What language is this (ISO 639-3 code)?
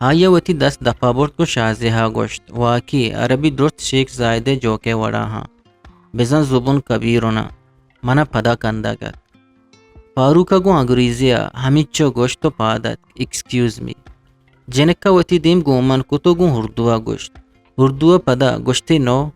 bgp